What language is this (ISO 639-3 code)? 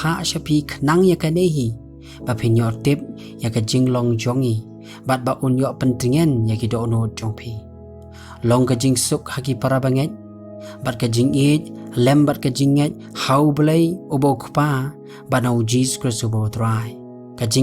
kha